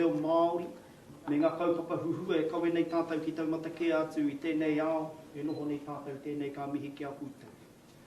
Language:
Māori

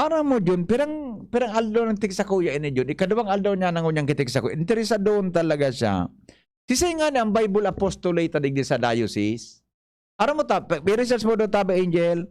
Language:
Bikol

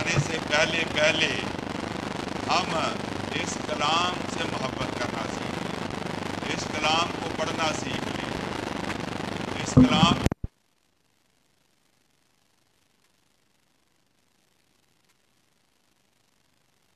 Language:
Urdu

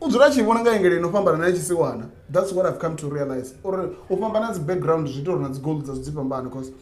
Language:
Venda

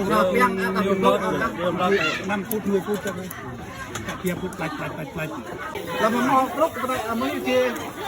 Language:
Central Mnong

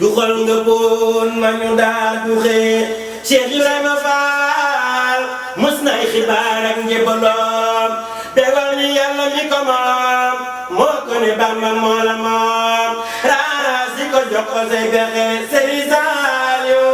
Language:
Wolof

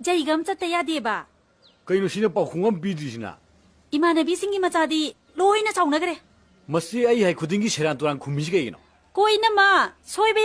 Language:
Manipuri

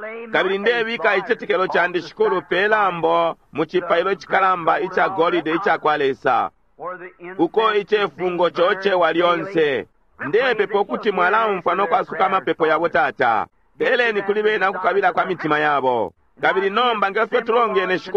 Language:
Bemba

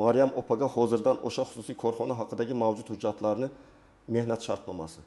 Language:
Uzbek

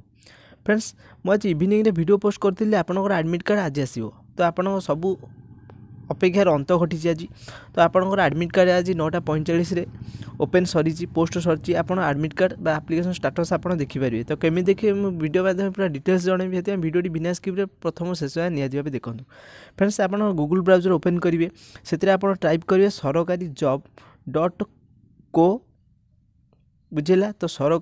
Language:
Odia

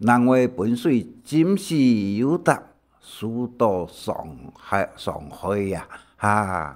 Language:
Hakka Chinese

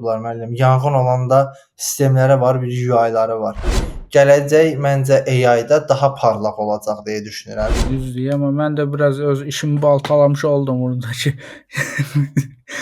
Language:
Azerbaijani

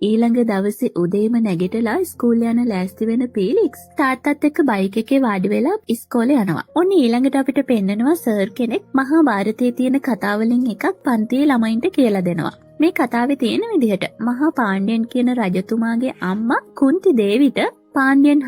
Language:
Sinhala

